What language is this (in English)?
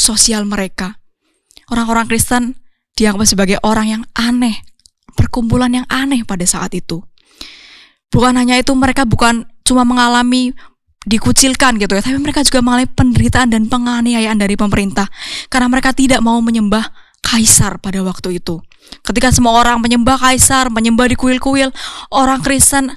Indonesian